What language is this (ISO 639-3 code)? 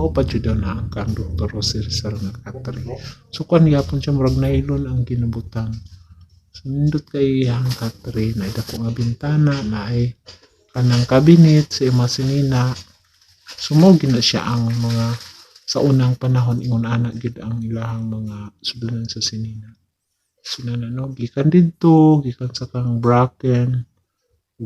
ceb